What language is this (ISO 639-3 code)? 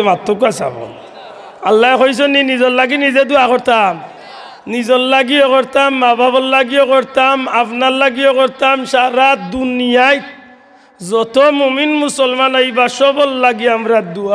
syl